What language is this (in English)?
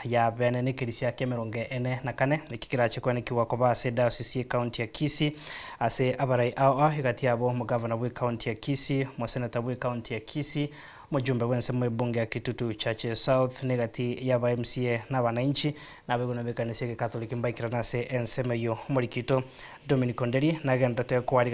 Gusii